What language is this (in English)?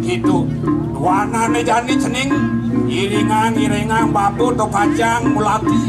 Balinese